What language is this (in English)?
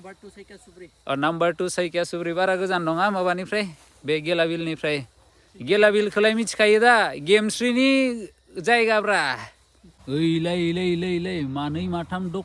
Bodo